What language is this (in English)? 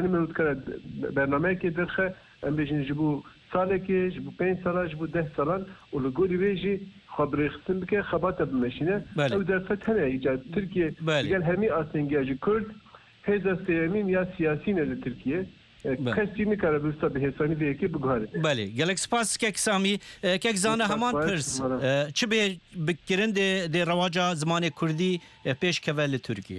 Kurdish